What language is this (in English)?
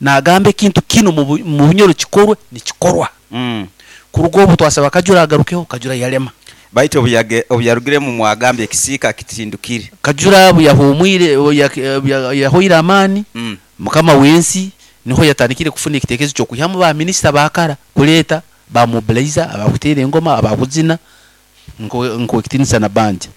Nyoro